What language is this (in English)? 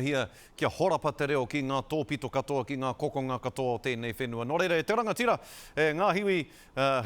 Māori